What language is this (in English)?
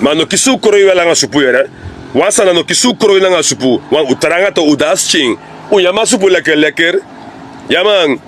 Sranan Tongo